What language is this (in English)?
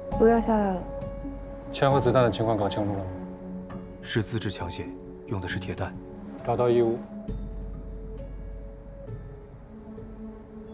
Chinese